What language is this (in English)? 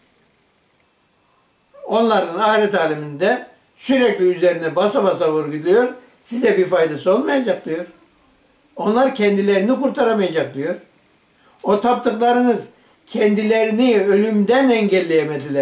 Turkish